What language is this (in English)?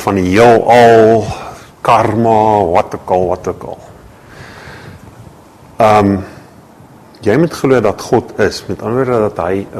Afrikaans